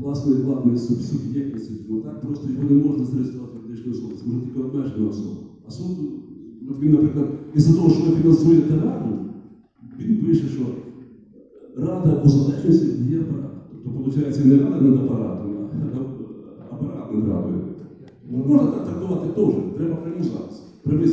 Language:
Ukrainian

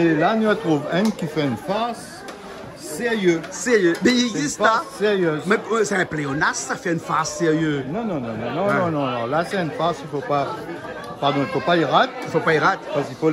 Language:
Réunion Creole French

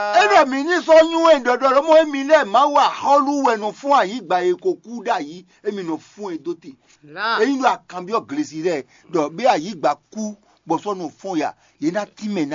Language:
Fon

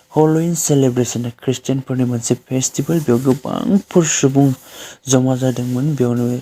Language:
Bodo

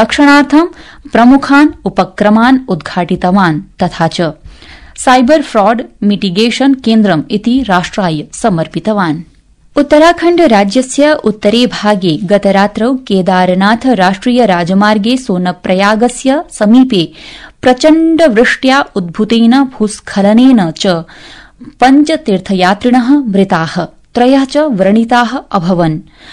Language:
Sanskrit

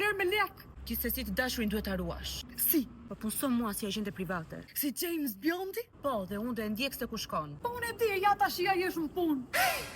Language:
Albanian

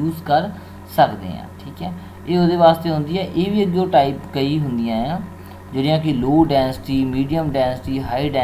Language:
Punjabi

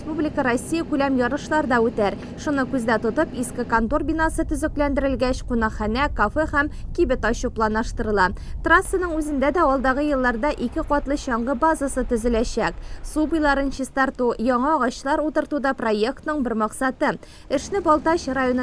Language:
Tatar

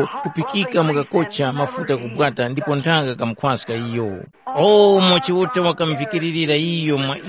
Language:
Tumbuka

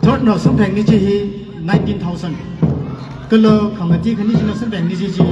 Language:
Tangkhul Naga (India)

